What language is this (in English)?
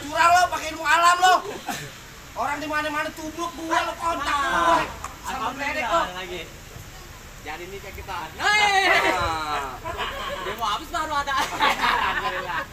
Betawi